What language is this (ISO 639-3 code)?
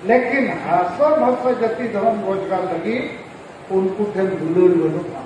sat